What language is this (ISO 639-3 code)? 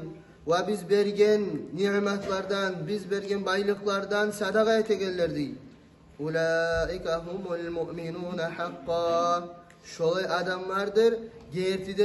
kum